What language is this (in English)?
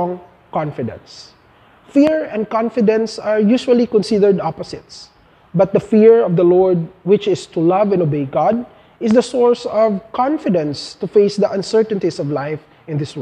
English